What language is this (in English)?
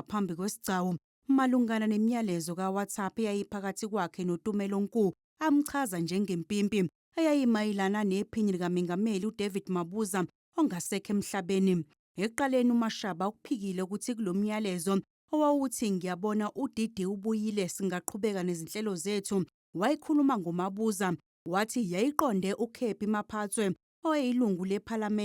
Zulu